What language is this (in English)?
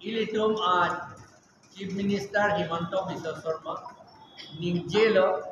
Karbi